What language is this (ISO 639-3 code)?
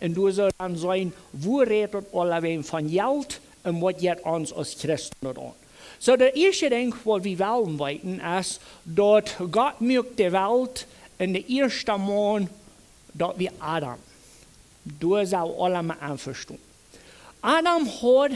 pdt